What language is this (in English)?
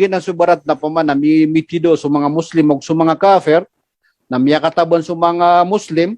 Maranao